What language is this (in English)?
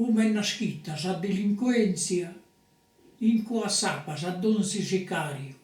Sardinian